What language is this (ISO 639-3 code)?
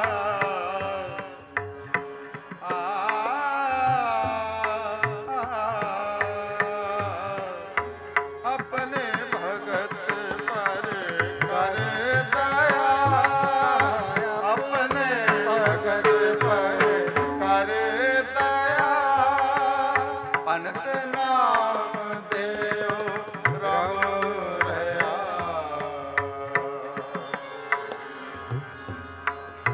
pan